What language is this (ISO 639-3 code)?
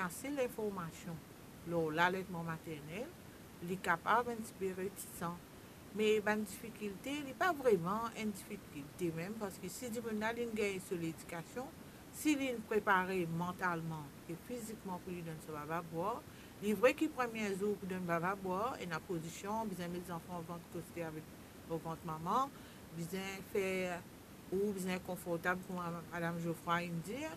mfe